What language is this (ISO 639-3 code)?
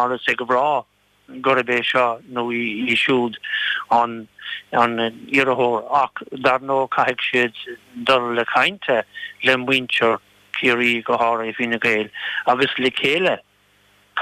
gle